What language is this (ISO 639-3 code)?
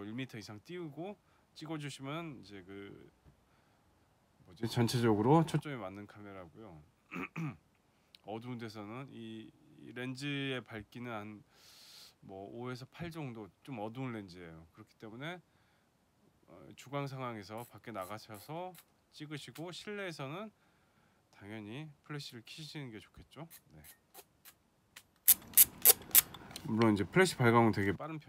kor